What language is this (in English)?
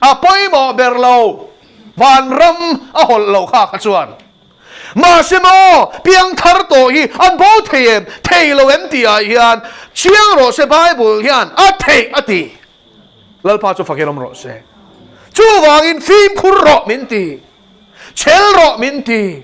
Mizo